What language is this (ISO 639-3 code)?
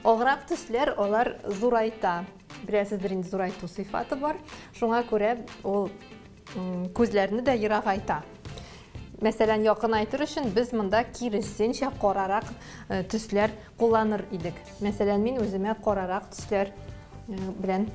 tat